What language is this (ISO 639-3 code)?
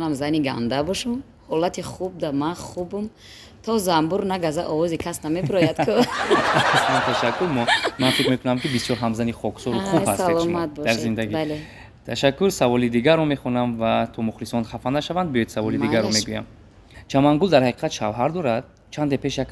tgk